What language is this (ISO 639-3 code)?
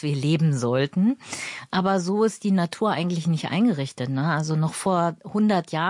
deu